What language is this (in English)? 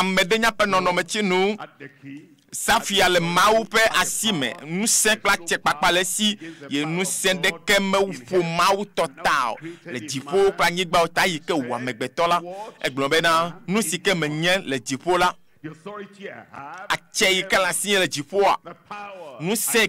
Ewe